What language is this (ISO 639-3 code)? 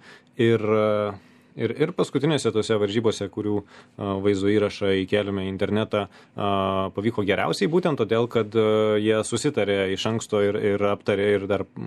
lit